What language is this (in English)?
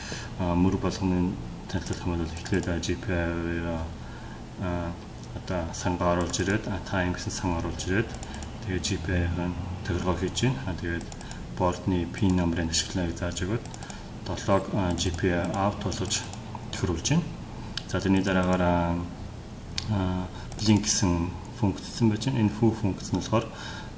Mongolian